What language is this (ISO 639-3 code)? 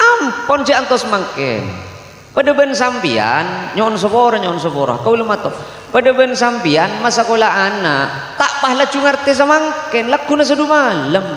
mad